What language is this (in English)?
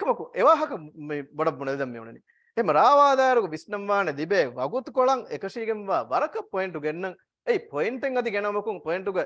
Divehi